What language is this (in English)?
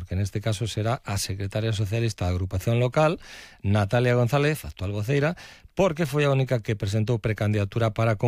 Galician